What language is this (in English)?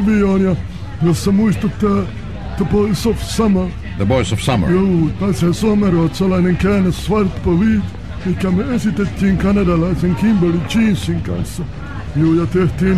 Finnish